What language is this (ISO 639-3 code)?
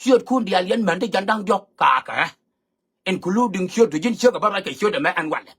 nus